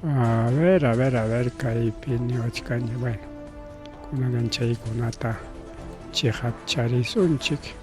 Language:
Ayacucho Quechua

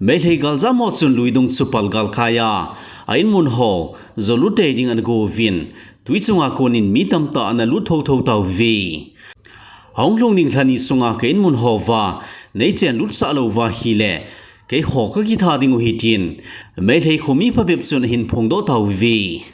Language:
Thado Chin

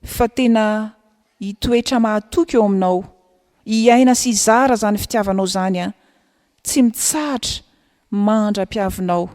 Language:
Malagasy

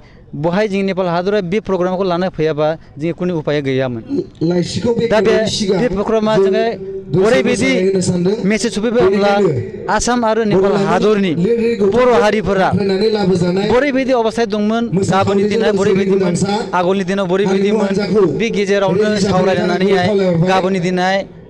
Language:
Bodo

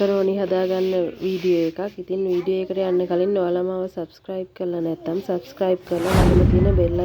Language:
Sinhala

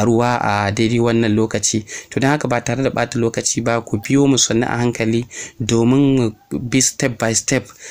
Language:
Hausa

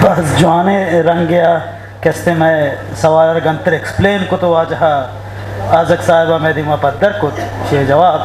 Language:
Eastern Balochi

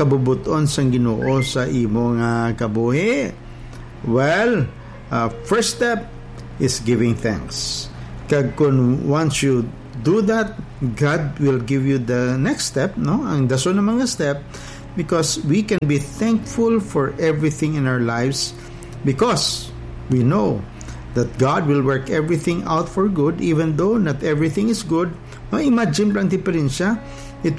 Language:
Hiligaynon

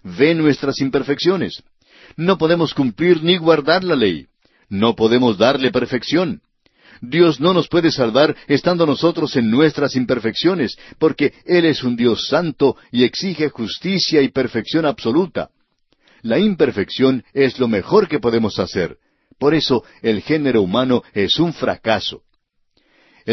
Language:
Spanish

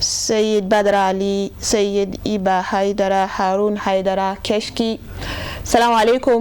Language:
Bambara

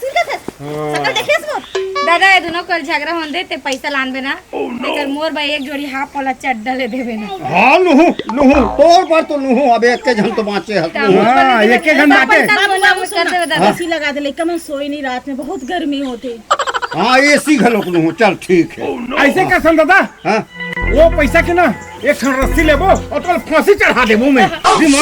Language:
Chhattisgarhi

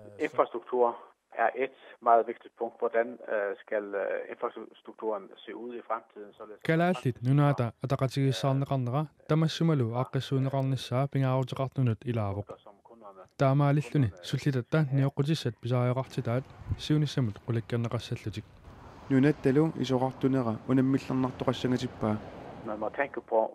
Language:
Kalaallisut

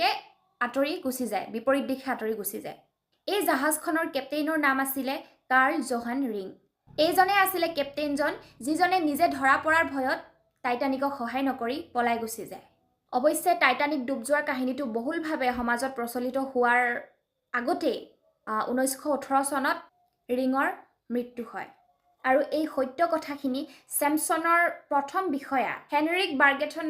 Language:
Assamese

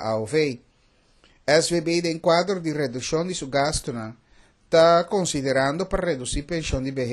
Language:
Papiamento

